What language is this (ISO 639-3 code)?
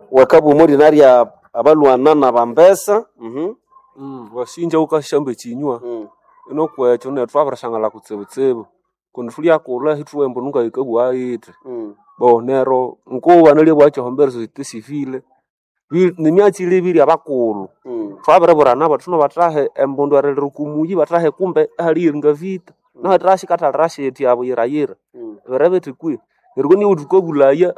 nnb